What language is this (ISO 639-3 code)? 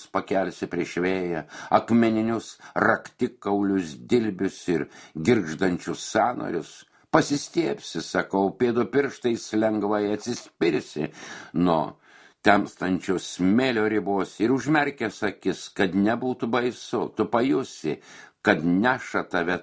lit